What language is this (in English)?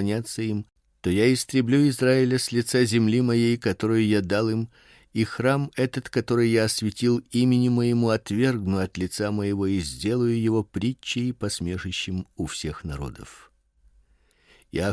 Russian